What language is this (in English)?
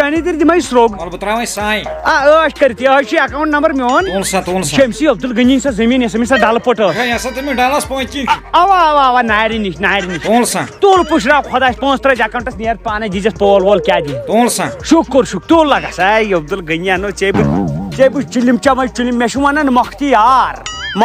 Kashmiri